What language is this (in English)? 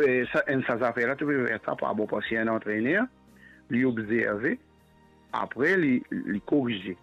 Morisyen